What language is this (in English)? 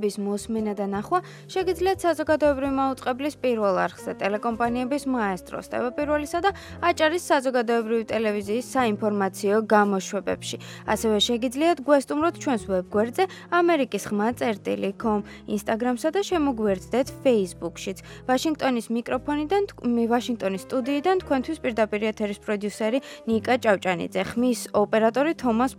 Georgian